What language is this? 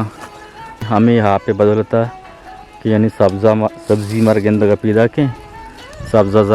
Baluchi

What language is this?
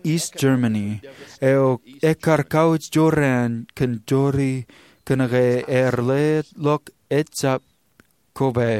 Marshallese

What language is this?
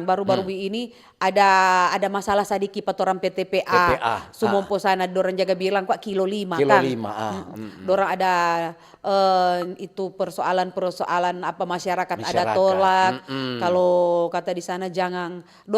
Manado Malay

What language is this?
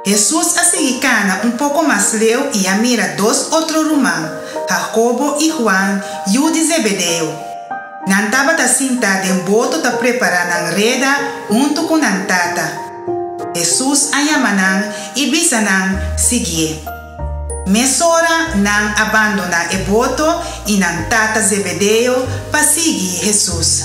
Papiamento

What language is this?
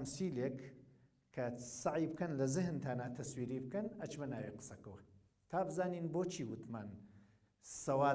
Central Kurdish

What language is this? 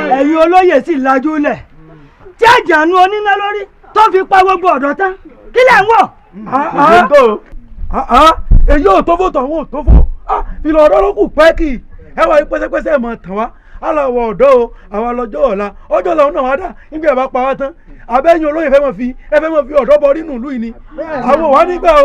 Yoruba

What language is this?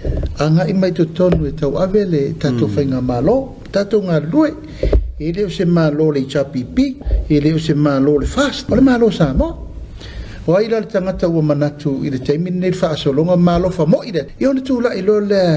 Samoan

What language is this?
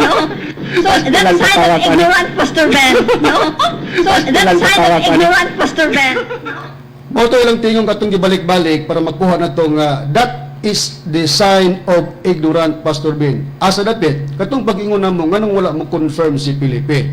Cebuano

